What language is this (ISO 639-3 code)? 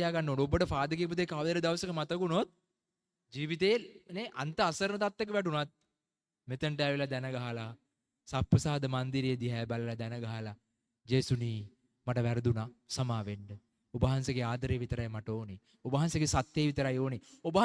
sin